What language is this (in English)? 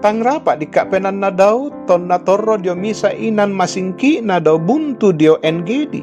Toraja-Sa'dan